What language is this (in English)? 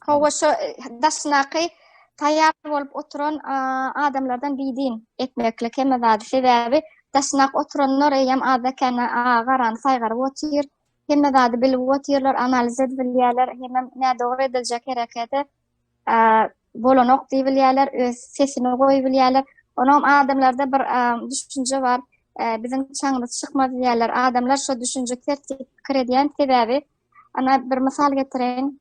Turkmen